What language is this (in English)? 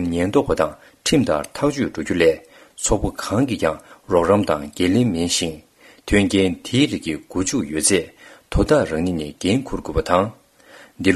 Tibetan